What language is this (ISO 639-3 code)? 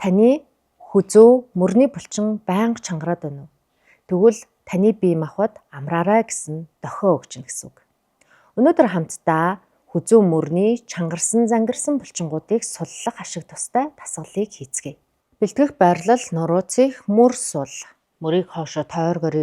mon